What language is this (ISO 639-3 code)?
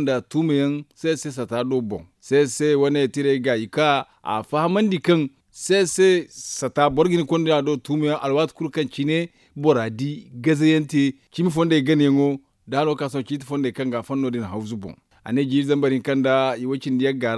dje